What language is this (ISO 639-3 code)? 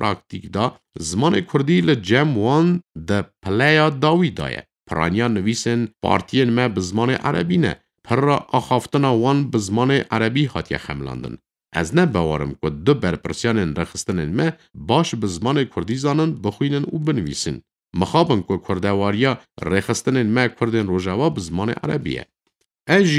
kur